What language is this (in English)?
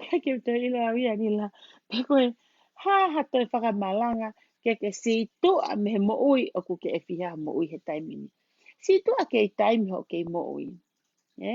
Tongan